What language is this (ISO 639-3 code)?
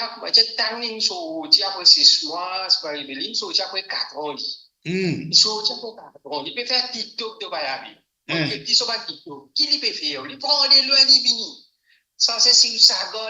mfe